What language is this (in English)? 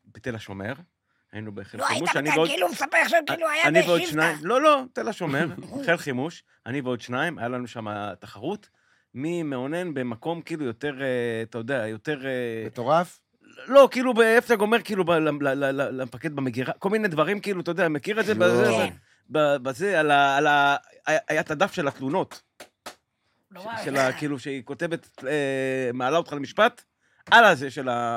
Hebrew